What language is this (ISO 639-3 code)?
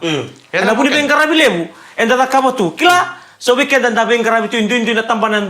fij